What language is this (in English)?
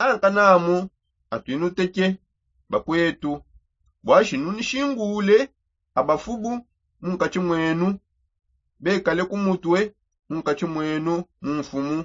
Songe